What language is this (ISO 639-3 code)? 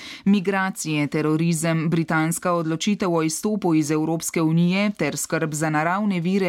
slv